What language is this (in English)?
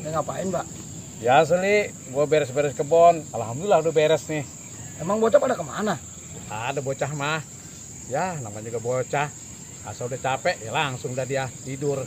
Betawi